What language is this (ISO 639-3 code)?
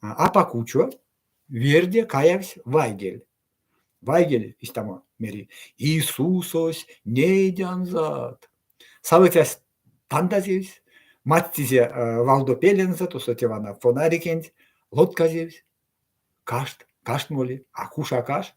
myv